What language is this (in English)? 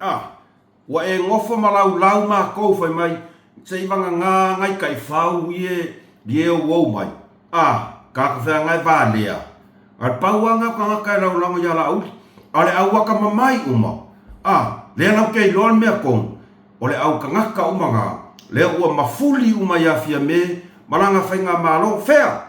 Samoan